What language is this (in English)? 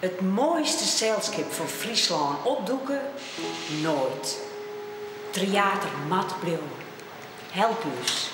Western Frisian